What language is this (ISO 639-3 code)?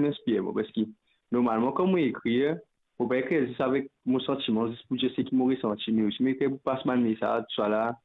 mfe